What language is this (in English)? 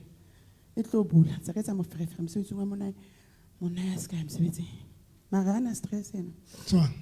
Southern Sotho